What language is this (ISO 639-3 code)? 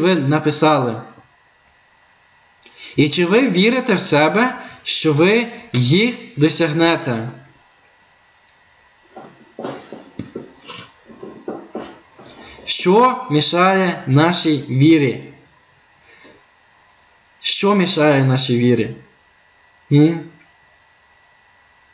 ukr